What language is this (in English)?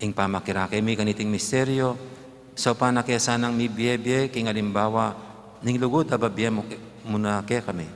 Pampanga